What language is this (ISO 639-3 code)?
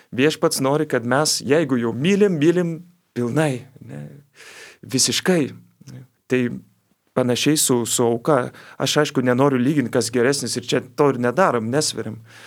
lit